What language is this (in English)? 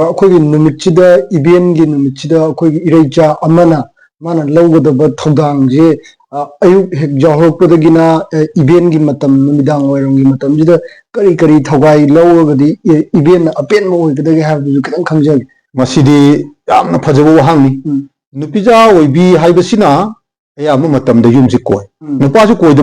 Manipuri